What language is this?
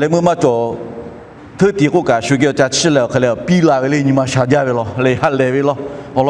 Lahu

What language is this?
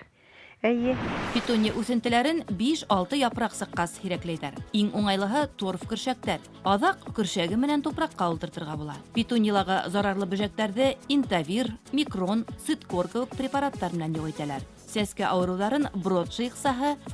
Bashkir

